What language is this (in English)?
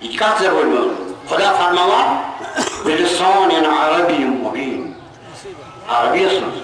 Kashmiri